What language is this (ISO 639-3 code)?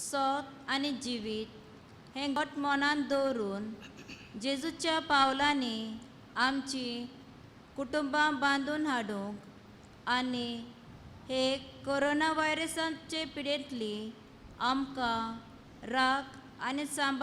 kok